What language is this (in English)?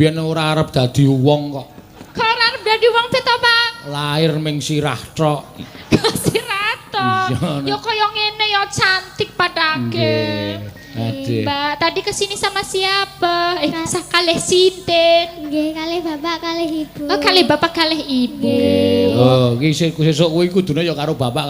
Javanese